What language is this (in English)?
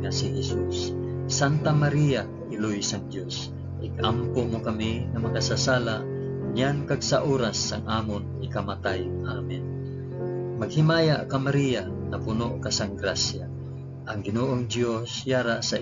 Hiligaynon